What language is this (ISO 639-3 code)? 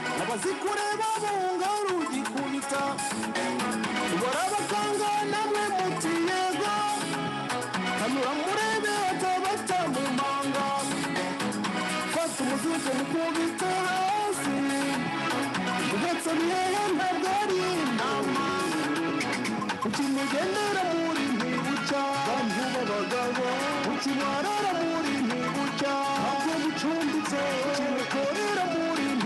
kin